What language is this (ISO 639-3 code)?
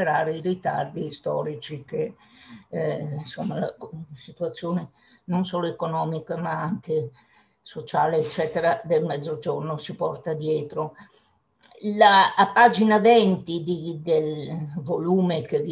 ita